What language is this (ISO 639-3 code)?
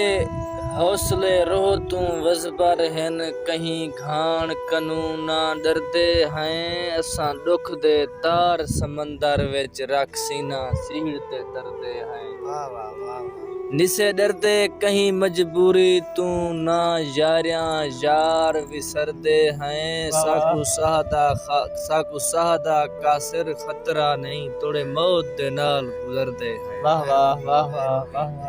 skr